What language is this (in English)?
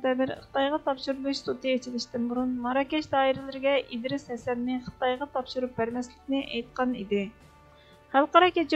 Uyghur